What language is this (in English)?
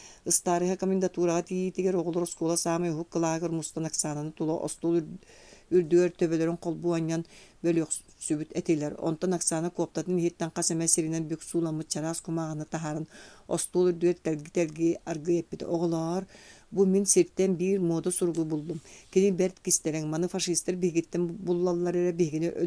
Yakut